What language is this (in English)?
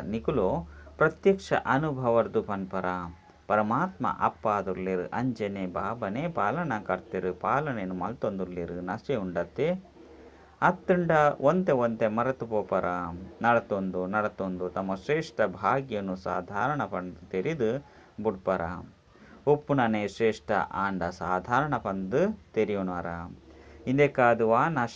Tulu